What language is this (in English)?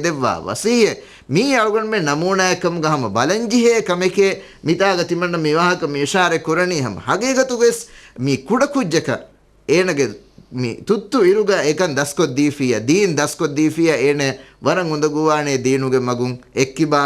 Divehi